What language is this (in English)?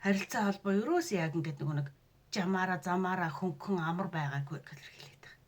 Mongolian